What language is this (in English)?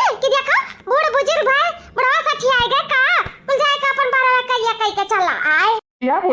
Awadhi